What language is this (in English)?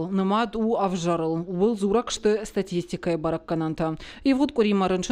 Ossetic